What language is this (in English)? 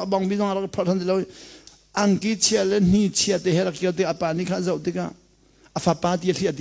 Hakha Chin